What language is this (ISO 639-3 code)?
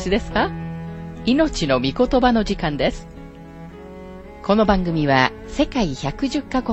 jpn